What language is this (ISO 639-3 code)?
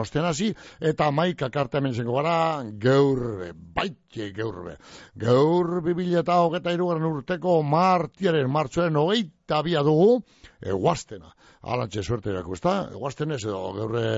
eus